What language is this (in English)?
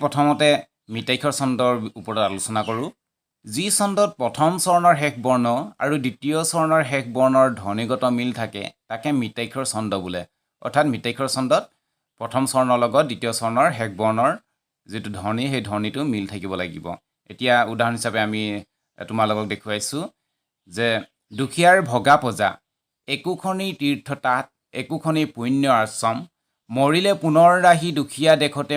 Assamese